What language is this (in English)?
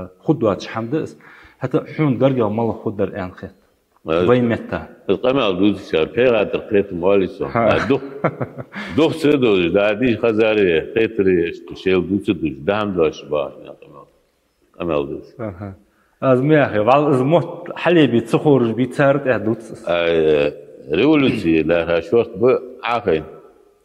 Ingush